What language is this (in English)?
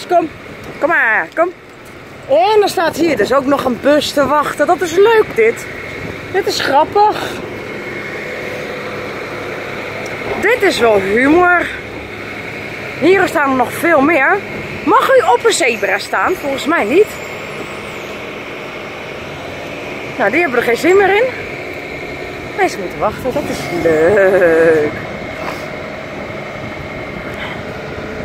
Dutch